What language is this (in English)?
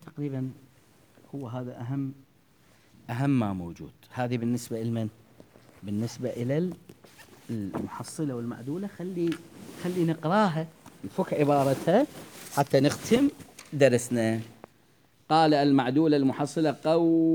Mesopotamian Arabic